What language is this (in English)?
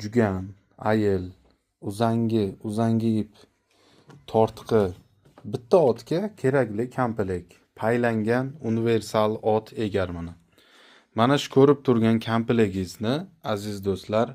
Uzbek